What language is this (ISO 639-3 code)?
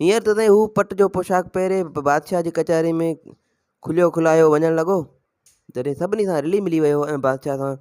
snd